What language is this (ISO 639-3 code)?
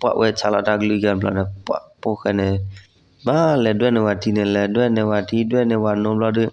ksw